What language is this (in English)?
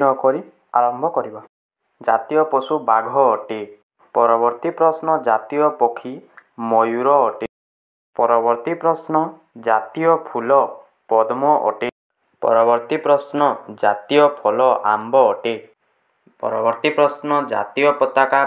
Odia